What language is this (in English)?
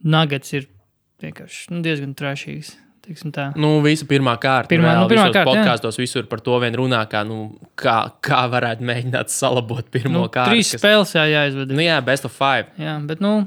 Latvian